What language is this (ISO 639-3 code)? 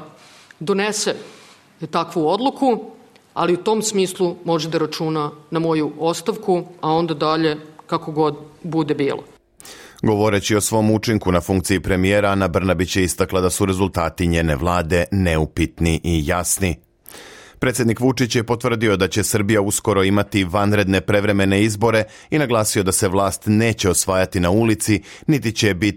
srp